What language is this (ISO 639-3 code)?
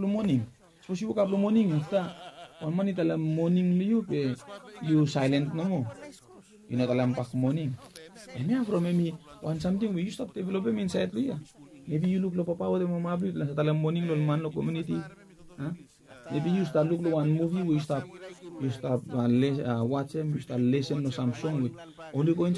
bis